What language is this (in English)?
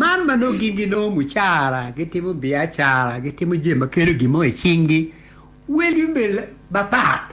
Acoli